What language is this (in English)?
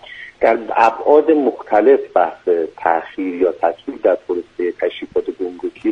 Persian